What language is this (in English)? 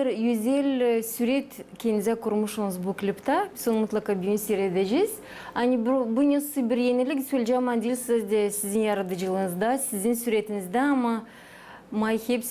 Gagauz